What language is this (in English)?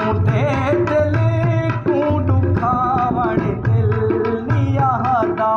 Saraiki